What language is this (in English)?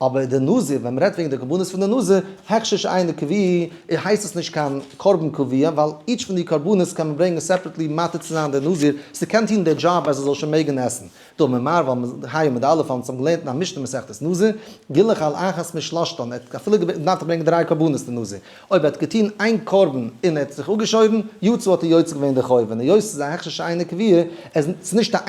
Yiddish